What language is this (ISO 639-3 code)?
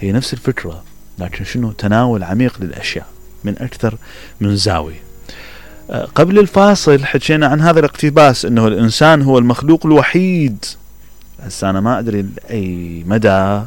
acm